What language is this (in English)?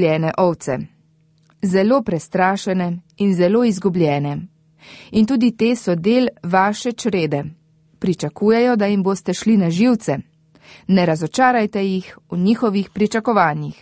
Slovenian